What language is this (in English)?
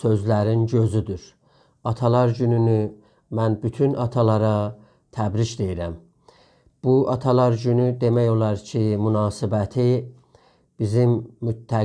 South Azerbaijani